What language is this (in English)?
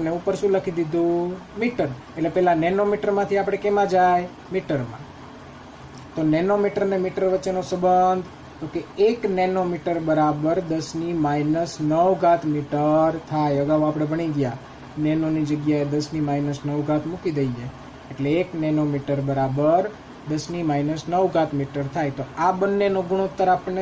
Gujarati